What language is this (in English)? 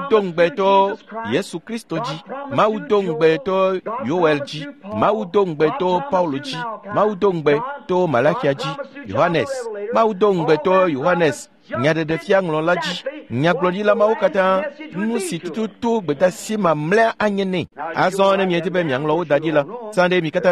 Ewe